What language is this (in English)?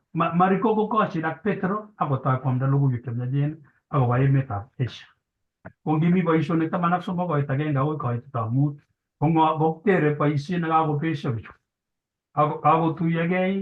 Kalenjin